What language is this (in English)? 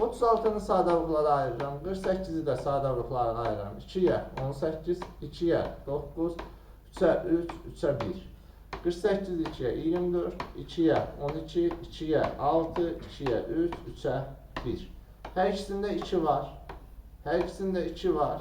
Azerbaijani